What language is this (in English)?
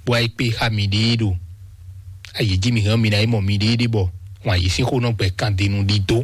Fon